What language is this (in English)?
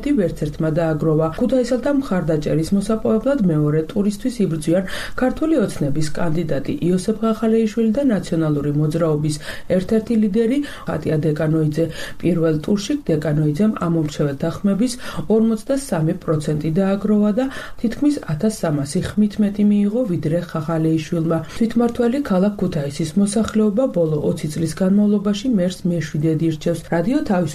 Georgian